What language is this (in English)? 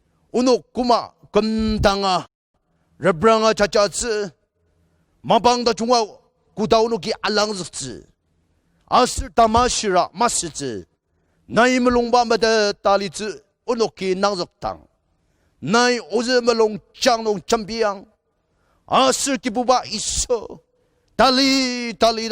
Ao Naga